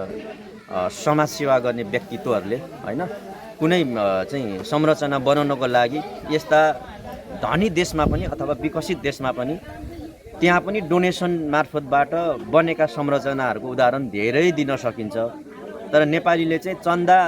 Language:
Nepali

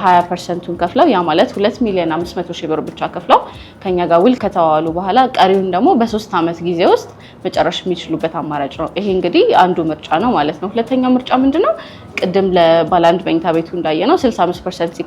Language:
Amharic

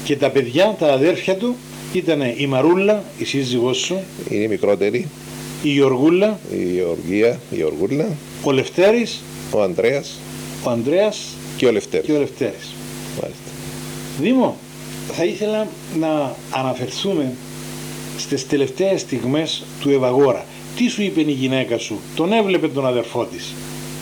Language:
Greek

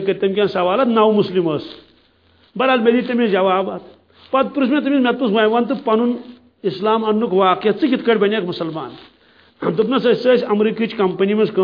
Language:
Kashmiri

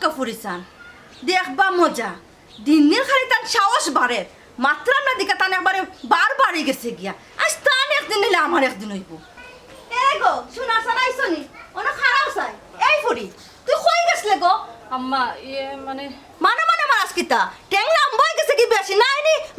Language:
Sylheti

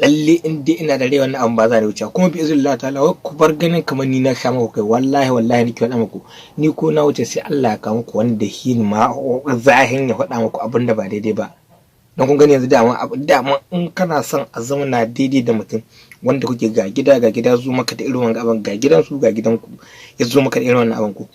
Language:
Hausa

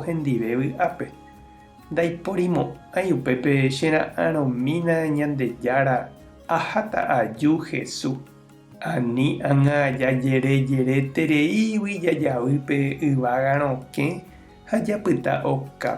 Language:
Guarani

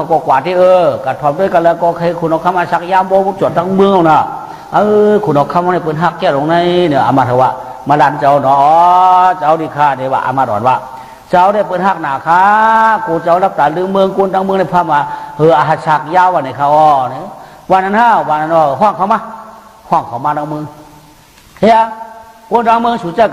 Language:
Shan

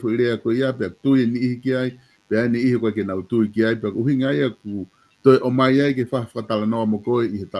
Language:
Tongan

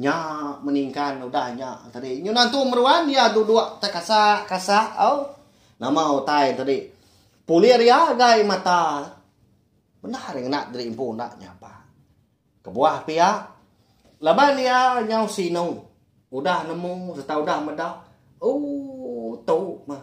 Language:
Iban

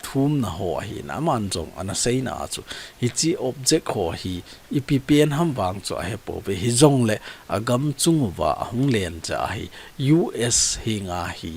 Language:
Thado Chin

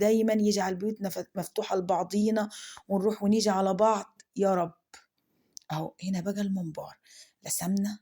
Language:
Egyptian Arabic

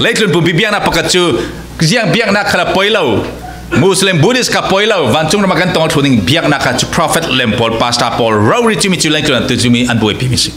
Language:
Falam Chin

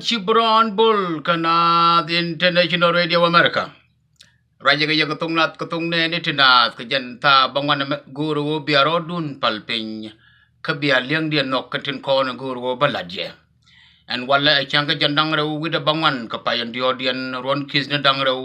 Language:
Nuer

